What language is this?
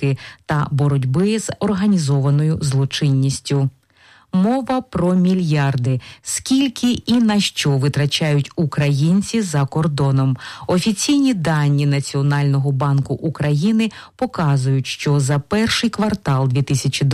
Ukrainian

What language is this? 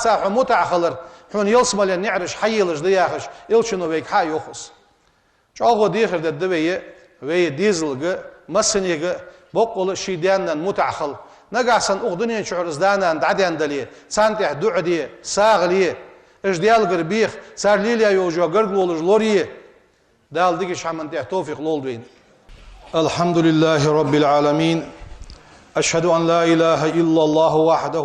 Ingush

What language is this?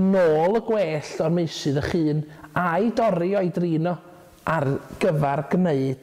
Welsh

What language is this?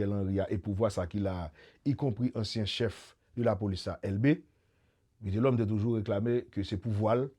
Haitian Creole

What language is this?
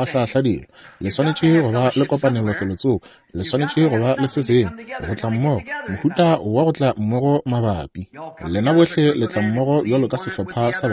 Northern Sotho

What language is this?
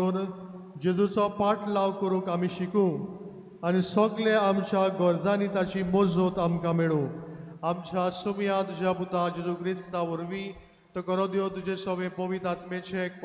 Konkani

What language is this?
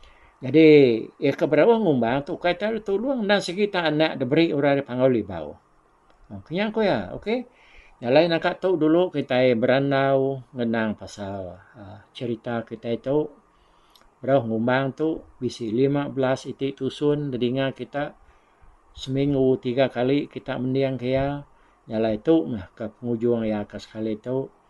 Iban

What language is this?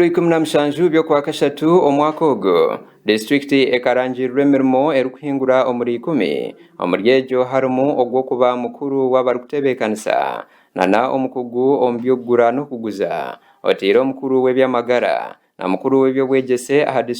Nyankole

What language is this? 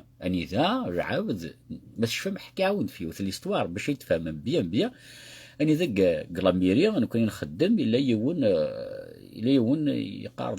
Kabyle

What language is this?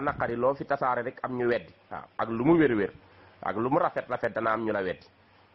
Wolof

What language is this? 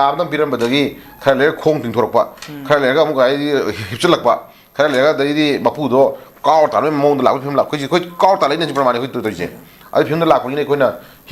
Manipuri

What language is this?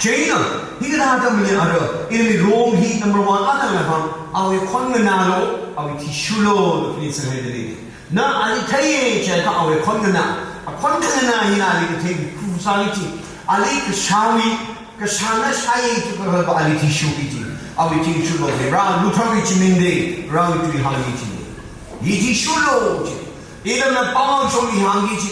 Tangkhul Naga (India)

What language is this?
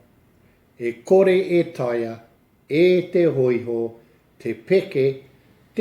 Māori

